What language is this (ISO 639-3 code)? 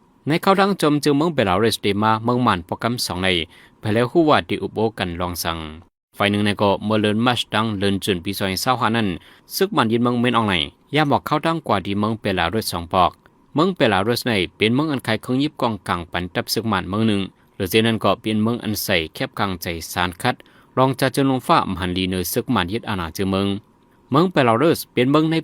shn